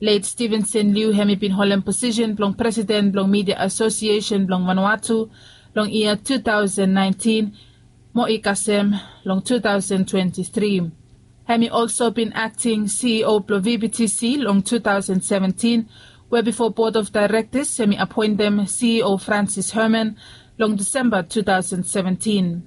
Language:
Bislama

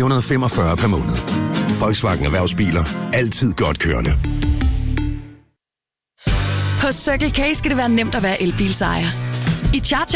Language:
Danish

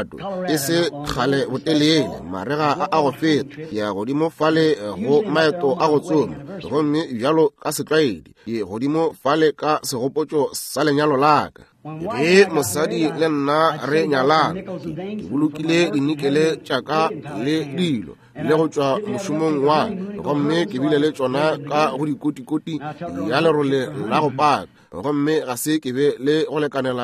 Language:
Northern Sotho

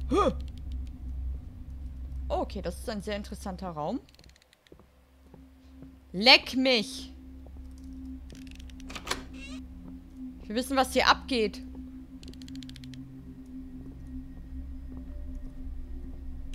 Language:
German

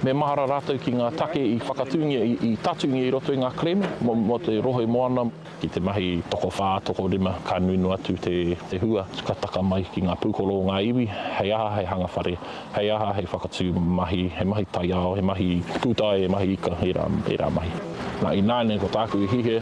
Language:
Māori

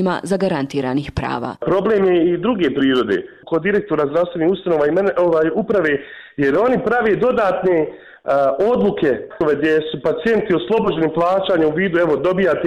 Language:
Bosnian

